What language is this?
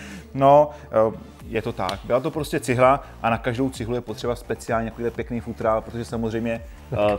Czech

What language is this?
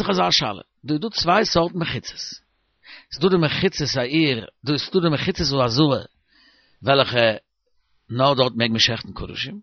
Yiddish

